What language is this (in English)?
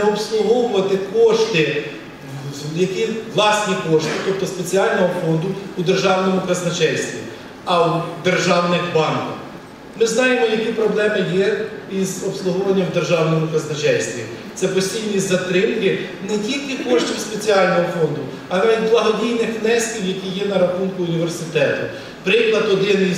Ukrainian